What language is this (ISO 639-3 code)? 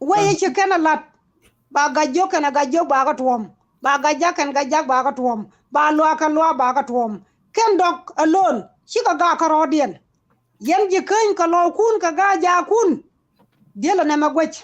nus